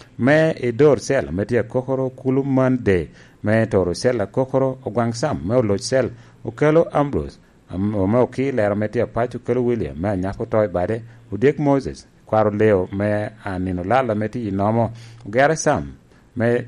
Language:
Lango (Uganda)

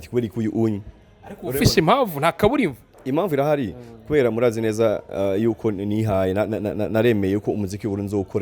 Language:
Rundi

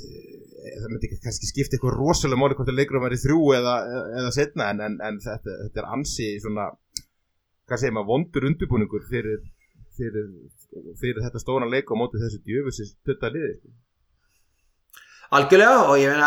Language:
Icelandic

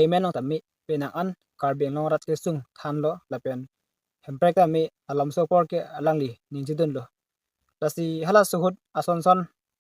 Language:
Karbi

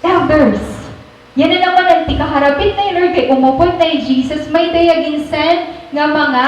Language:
Waray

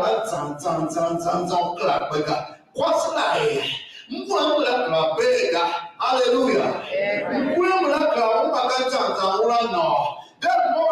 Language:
Tiv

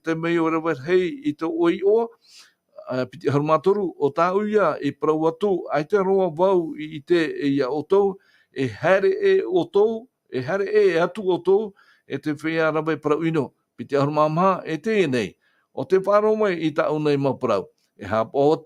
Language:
Tahitian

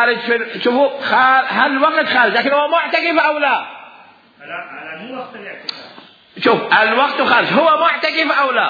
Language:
Mesopotamian Arabic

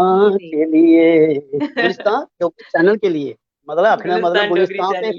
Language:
Dogri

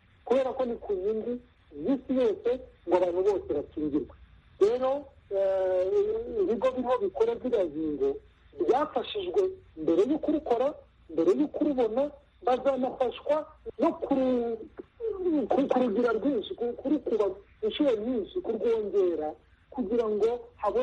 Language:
Kinyarwanda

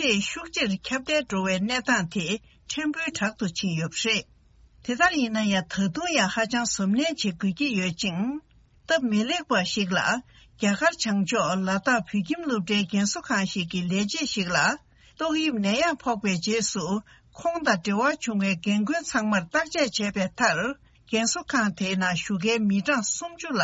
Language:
Tibetan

